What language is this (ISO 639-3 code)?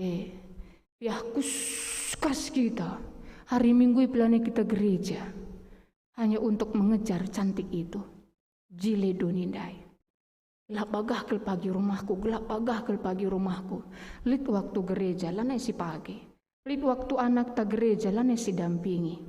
btx